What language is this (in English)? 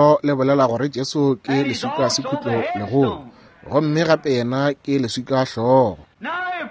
Northern Sotho